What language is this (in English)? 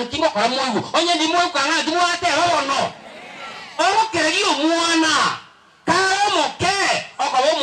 Gusii